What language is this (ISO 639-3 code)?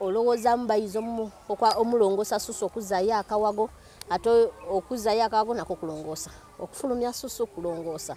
lug